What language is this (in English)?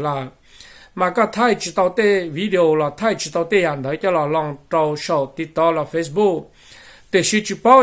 Hmong